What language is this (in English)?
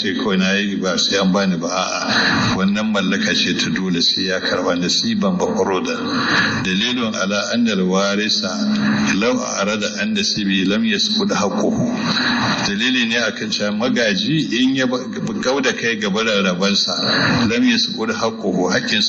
Hausa